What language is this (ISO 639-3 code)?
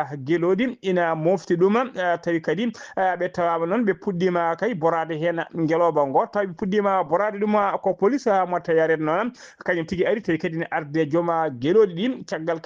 ful